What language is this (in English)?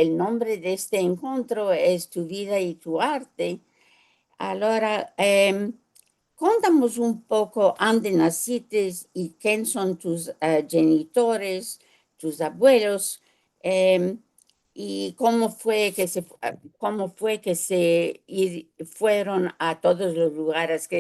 Ladino